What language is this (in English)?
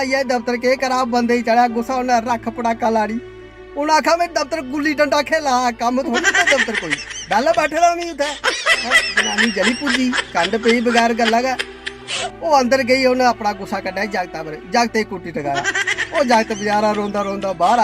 Dogri